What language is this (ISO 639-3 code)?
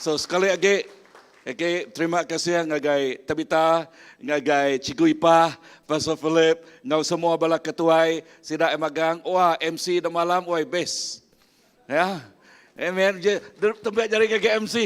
iba